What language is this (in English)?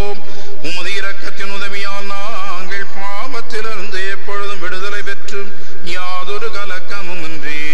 Tamil